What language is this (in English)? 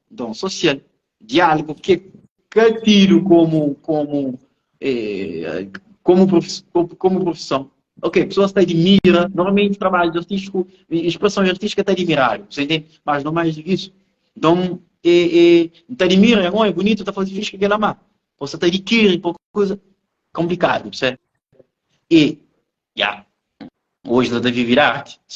Kabuverdianu